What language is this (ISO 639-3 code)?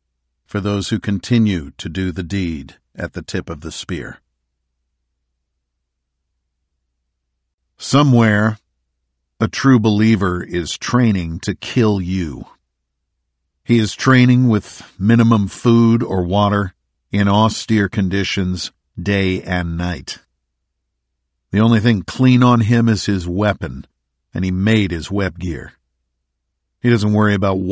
eng